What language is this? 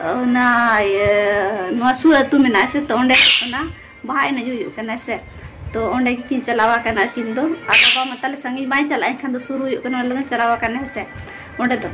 Santali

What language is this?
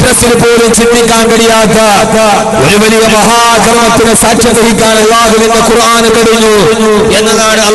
Malayalam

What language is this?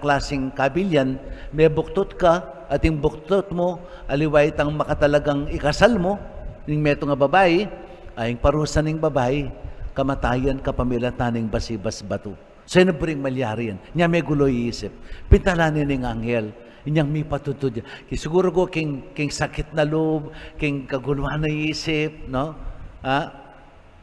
Pampanga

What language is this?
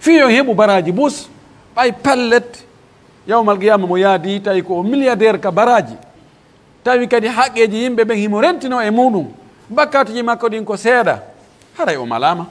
Pular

